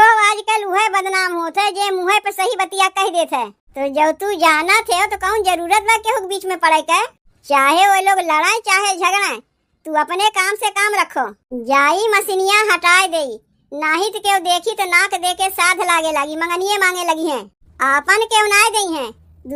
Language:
Awadhi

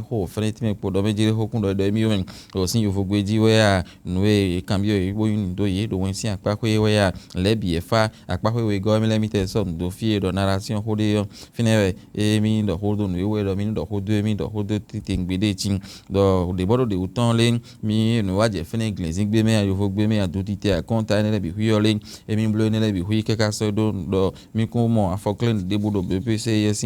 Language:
Fon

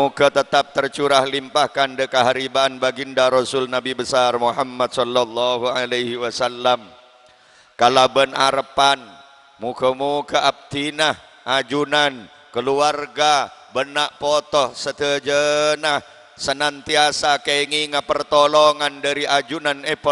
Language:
Madurese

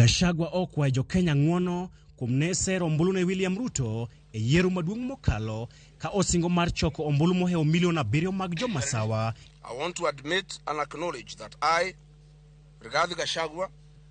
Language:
Luo (Kenya and Tanzania)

